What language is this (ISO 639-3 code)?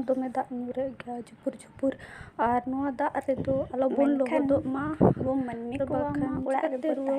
sat